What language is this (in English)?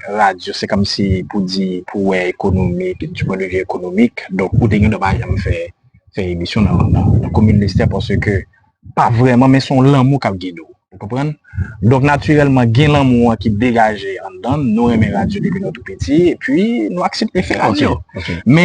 Haitian Creole